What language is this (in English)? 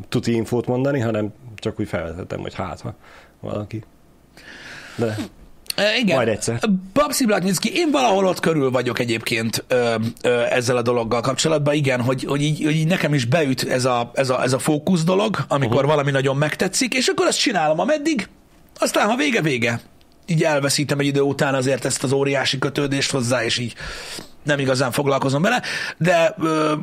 Hungarian